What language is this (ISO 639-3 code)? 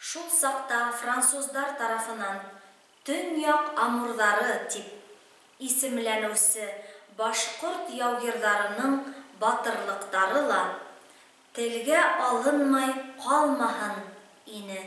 bak